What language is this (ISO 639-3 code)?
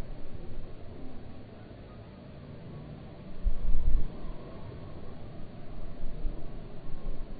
ind